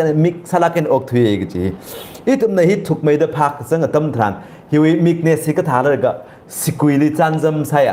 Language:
Tangkhul Naga (India)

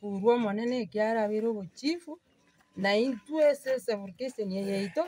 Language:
Gusii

